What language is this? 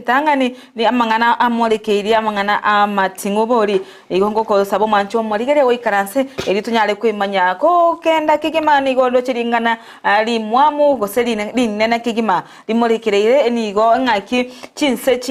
Gusii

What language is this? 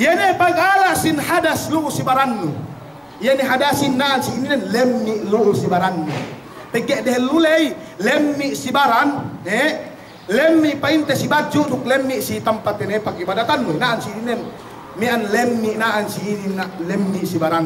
Yakan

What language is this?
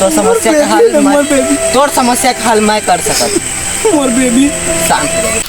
Chhattisgarhi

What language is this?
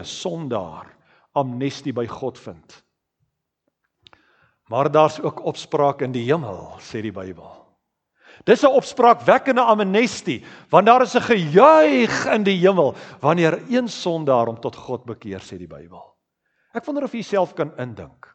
Afrikaans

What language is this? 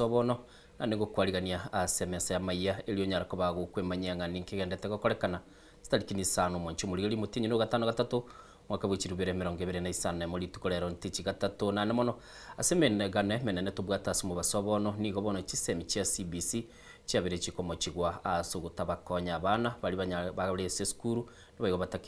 Gusii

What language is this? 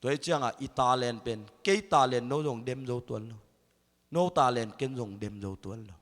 Tedim Chin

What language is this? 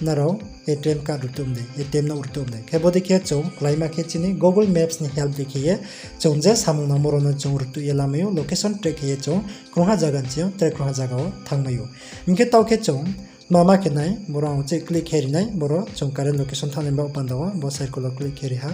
Riang (India)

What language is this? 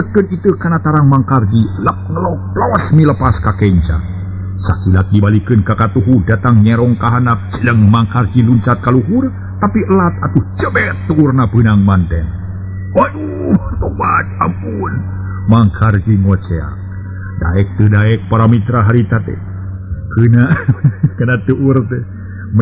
Sundanese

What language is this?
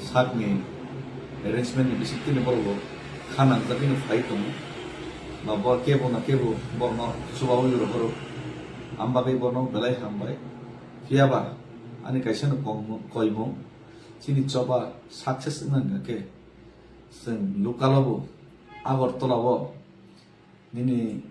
Kok Borok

